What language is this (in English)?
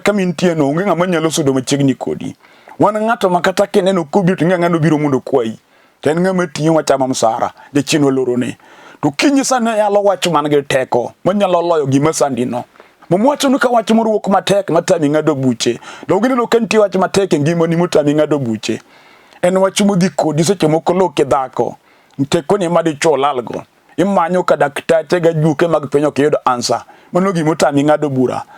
Luo (Kenya and Tanzania)